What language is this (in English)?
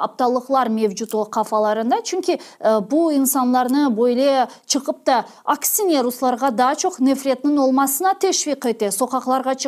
Crimean Tatar